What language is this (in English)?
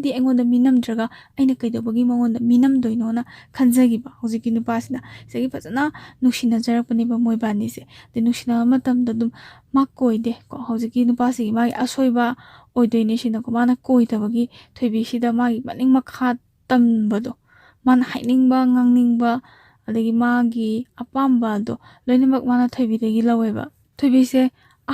Manipuri